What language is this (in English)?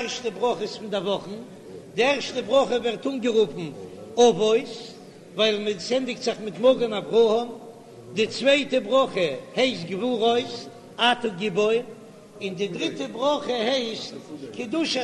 Yiddish